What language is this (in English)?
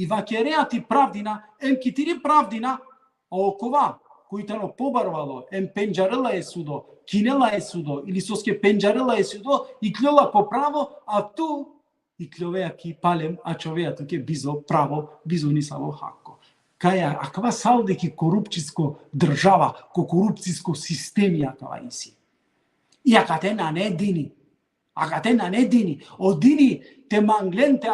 Balkan Romani